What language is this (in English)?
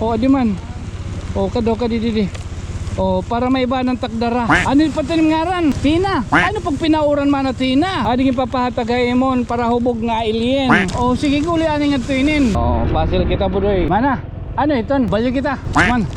Waray